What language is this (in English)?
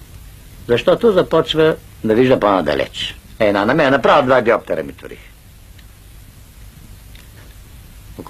Bulgarian